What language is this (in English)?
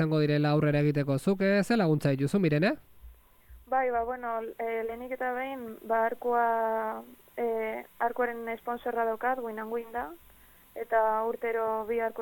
Basque